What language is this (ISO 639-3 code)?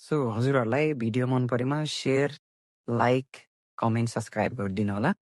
nep